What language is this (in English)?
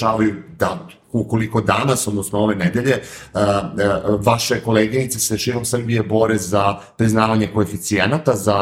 Serbian